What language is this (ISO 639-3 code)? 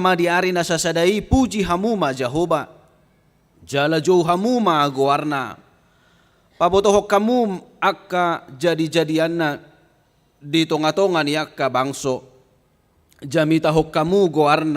bbc